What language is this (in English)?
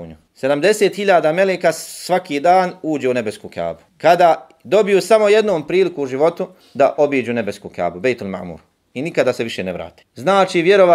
Bosnian